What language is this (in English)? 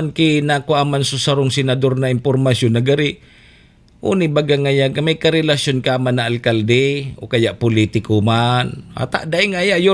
Bikol